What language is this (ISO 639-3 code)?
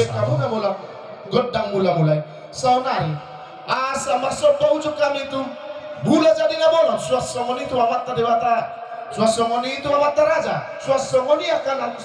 bbc